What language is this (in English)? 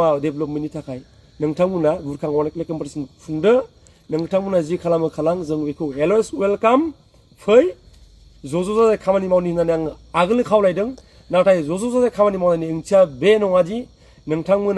Bodo